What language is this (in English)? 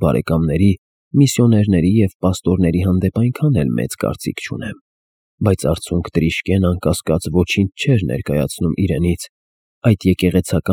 Armenian